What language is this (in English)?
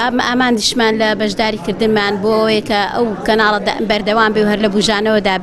Central Kurdish